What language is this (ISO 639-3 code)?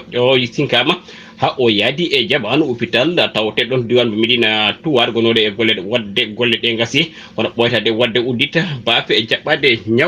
ful